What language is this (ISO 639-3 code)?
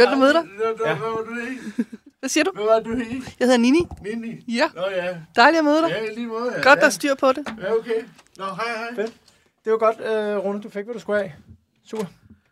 dan